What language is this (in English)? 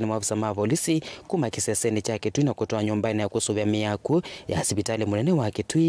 Kamba